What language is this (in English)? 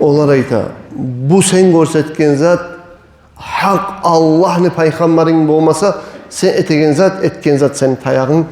Kumyk